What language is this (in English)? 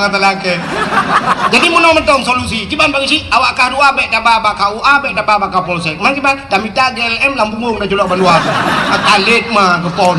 Achinese